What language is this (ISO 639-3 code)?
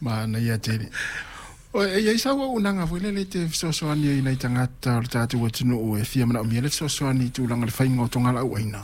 smo